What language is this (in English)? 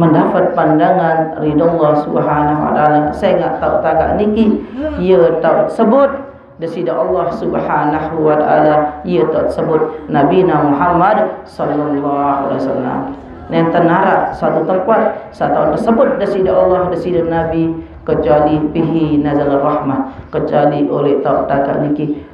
Sasak